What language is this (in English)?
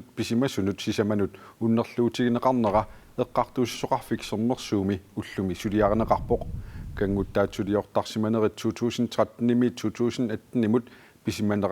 Kalaallisut